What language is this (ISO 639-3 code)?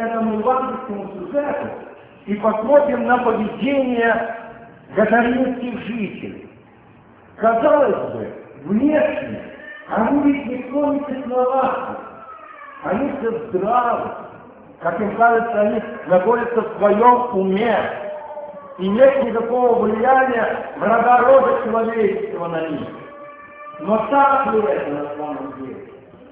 rus